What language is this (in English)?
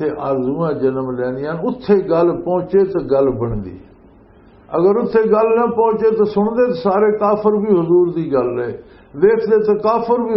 Western Panjabi